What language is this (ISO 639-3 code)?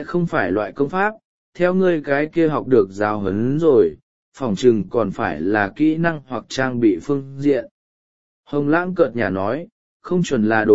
vie